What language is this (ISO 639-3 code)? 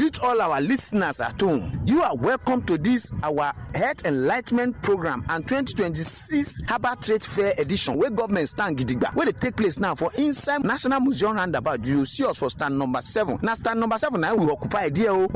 pcm